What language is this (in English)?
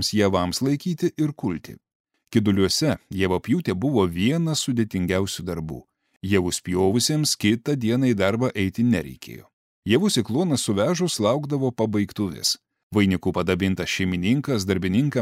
Lithuanian